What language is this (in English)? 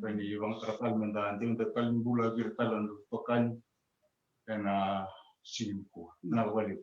Fijian